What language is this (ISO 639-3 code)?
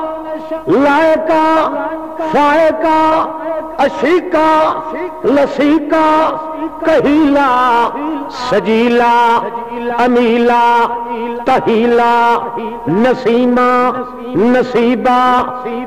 urd